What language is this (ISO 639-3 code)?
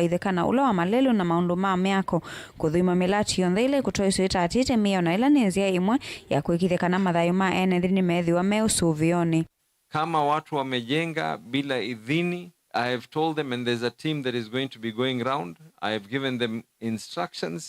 kam